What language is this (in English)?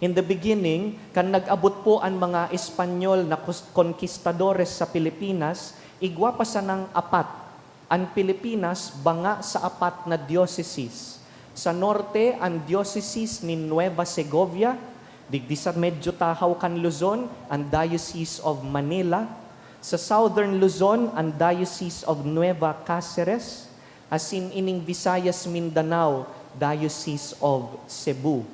Bikol